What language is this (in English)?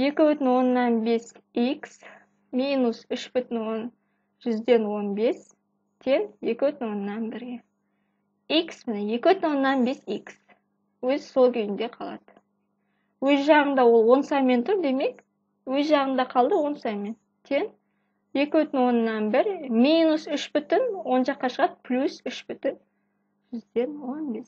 Kazakh